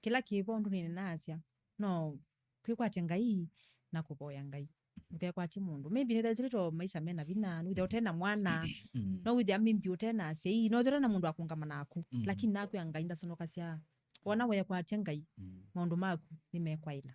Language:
Kamba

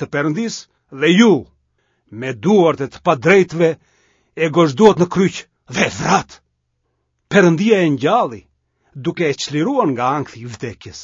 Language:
Albanian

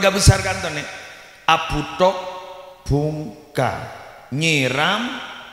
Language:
Madurese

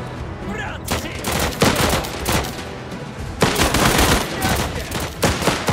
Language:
Czech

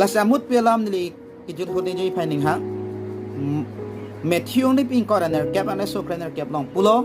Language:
Karbi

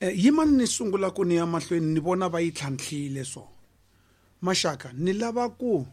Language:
Tsonga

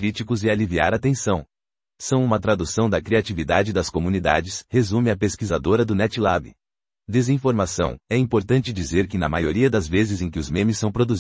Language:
Portuguese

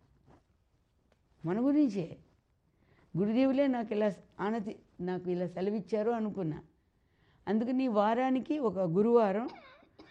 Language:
Telugu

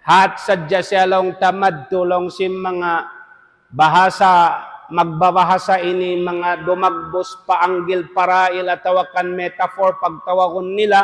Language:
Tausug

